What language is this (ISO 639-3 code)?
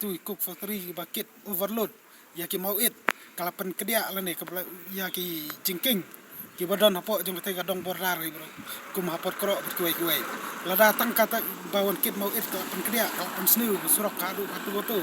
kha